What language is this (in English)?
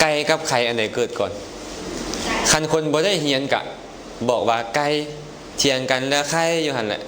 Lao